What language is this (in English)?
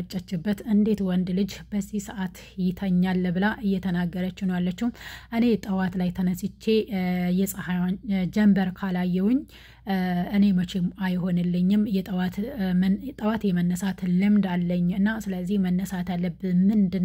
Amharic